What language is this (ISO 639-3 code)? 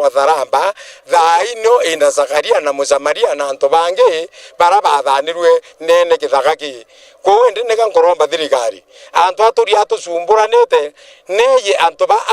mer